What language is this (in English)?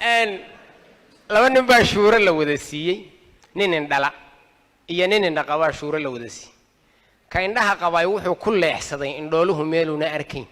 Somali